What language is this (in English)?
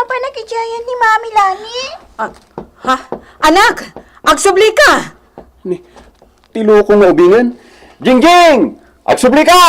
Iloko